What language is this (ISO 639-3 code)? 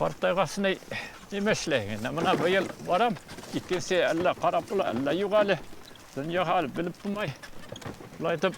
bak